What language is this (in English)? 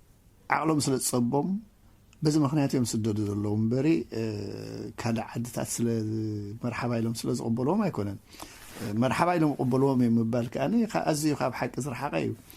Tigrinya